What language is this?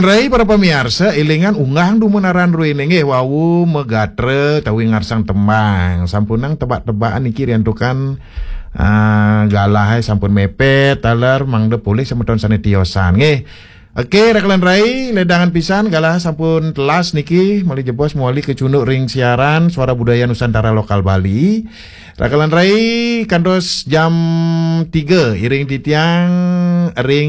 Balinese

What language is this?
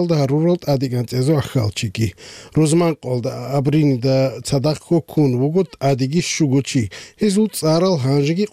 Avaric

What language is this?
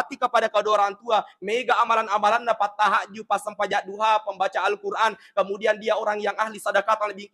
Buginese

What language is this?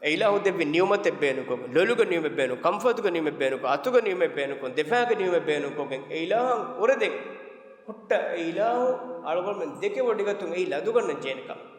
Divehi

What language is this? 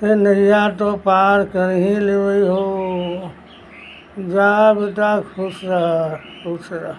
Magahi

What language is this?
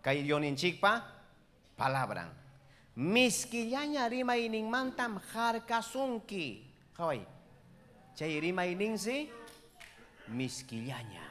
Ayacucho Quechua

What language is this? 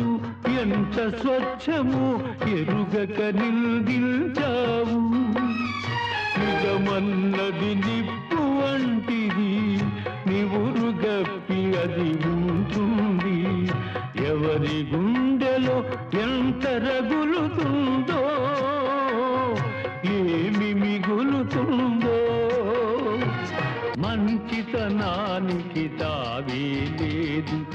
Telugu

